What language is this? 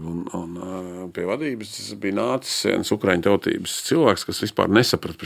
Latvian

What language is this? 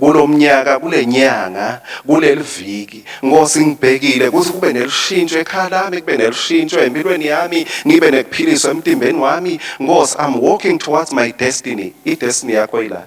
Swati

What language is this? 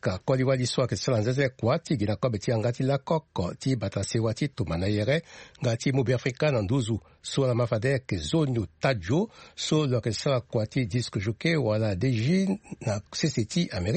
Sango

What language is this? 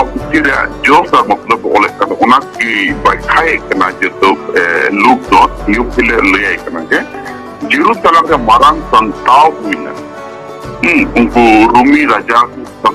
Santali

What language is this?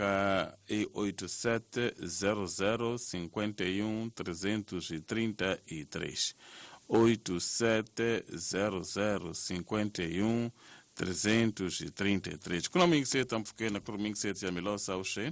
Tsonga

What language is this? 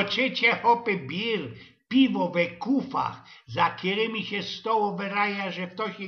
Silesian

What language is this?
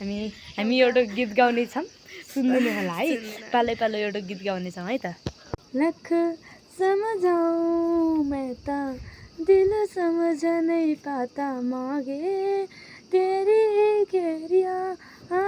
Nepali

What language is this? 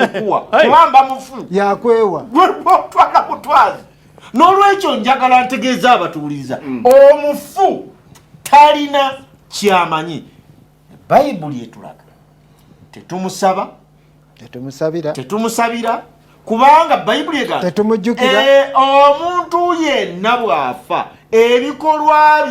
Ganda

